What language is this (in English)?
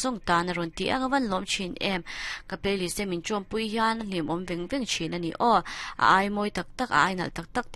Mizo